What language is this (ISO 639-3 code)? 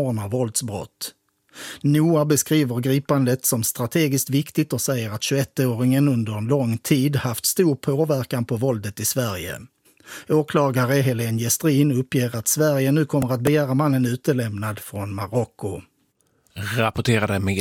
swe